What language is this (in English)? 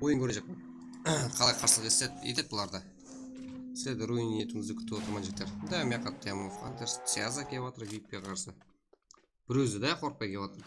Kara-Kalpak